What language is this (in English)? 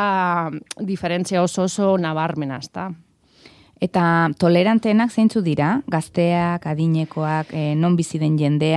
Basque